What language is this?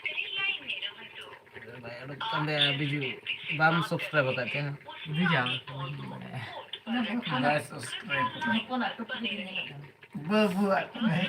Santali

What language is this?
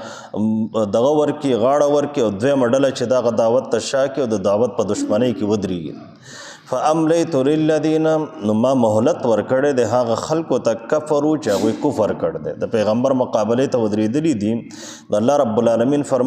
Pashto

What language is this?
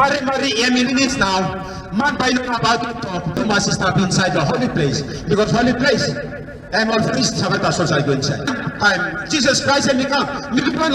Tok Pisin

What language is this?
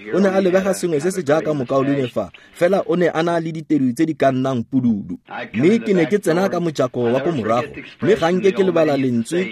Tswana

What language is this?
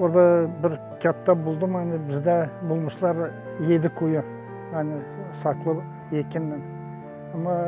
Gagauz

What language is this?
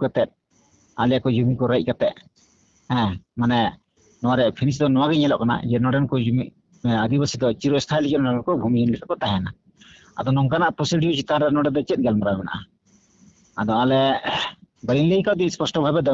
Santali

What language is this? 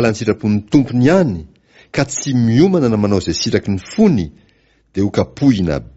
Malagasy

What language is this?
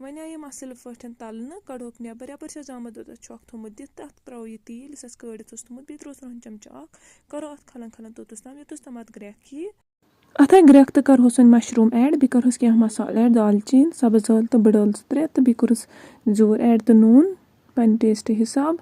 Kashmiri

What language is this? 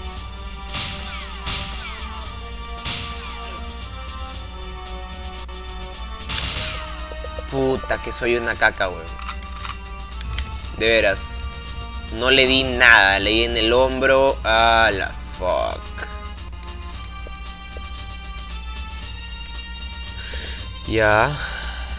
Spanish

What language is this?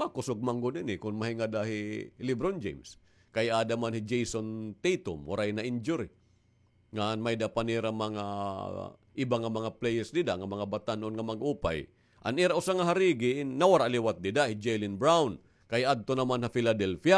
Waray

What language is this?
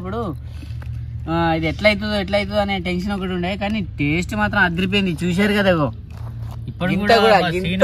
Telugu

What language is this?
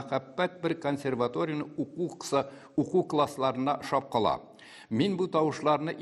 Tatar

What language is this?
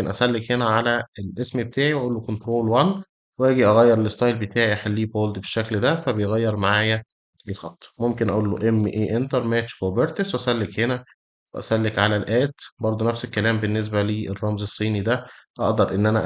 Egyptian Arabic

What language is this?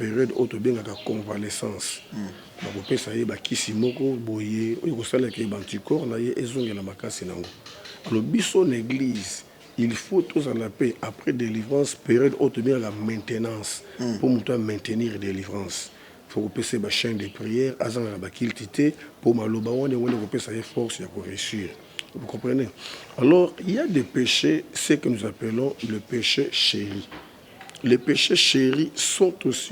Lingala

